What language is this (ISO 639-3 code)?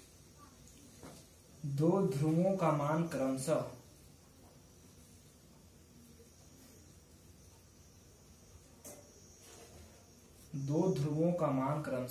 hin